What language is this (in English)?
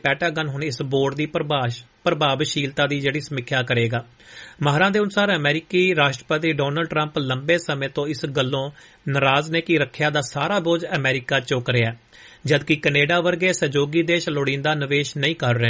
Punjabi